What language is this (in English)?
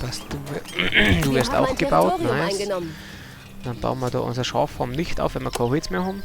Bavarian